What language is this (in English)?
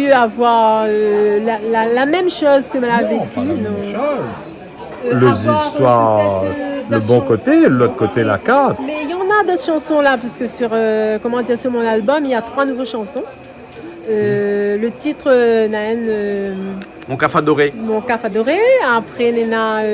Réunion Creole French